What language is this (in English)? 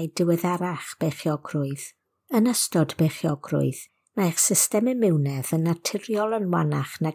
Welsh